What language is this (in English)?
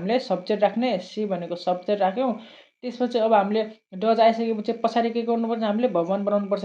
Nepali